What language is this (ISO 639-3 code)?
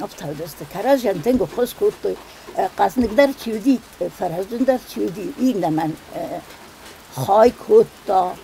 oss